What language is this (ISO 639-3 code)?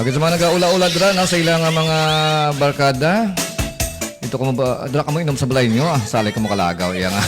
hil